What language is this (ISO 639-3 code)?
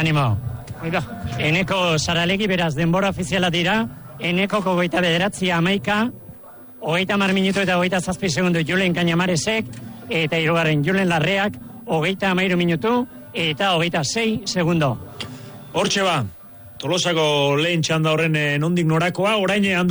eus